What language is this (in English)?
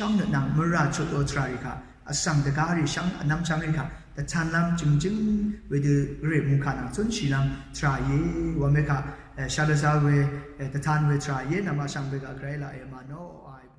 Rawang